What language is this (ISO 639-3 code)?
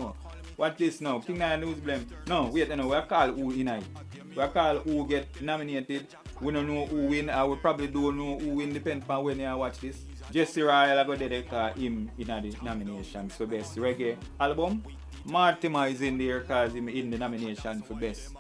jam